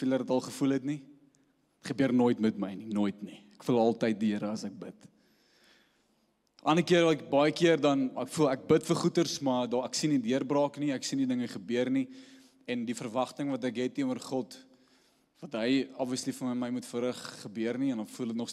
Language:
Afrikaans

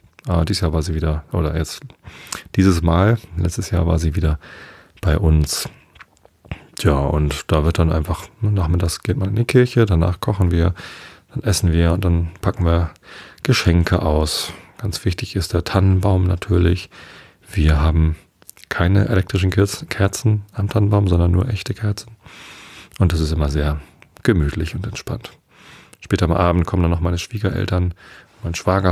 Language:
German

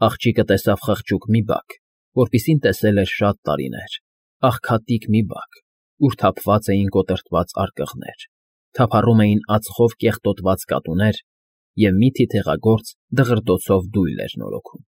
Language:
Armenian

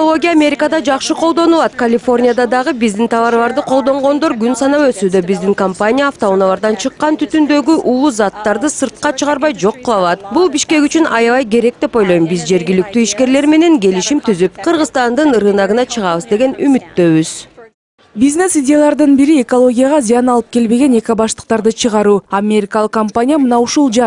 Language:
Kyrgyz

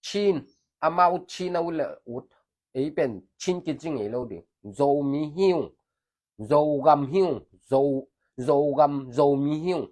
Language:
Tedim Chin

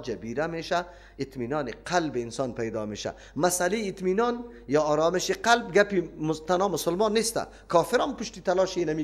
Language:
Persian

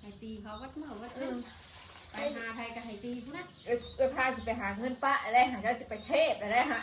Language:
Northeastern Thai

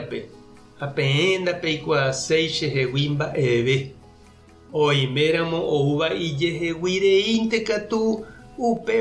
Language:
Guarani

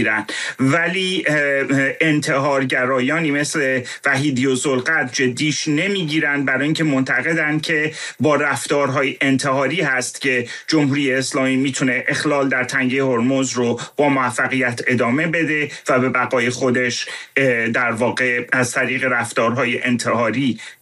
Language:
Persian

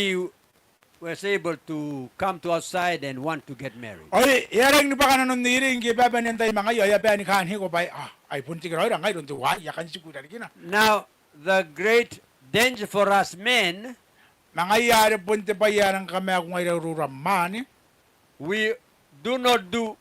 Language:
Gilbertese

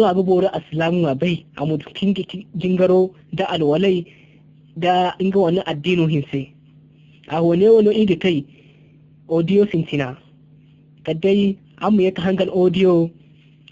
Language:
Zarma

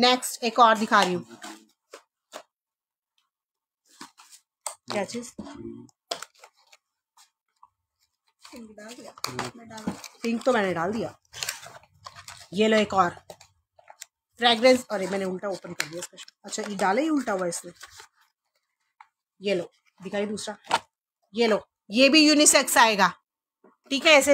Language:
Hindi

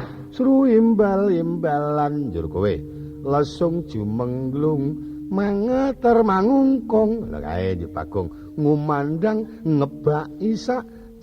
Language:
Javanese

